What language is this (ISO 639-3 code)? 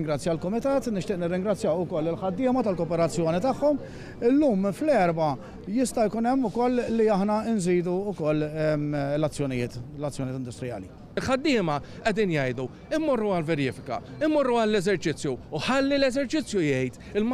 mlt